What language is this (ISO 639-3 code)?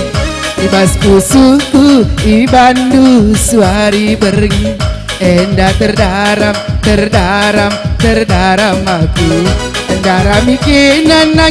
btx